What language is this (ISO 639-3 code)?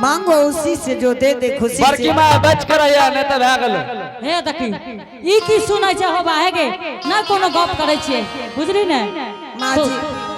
anp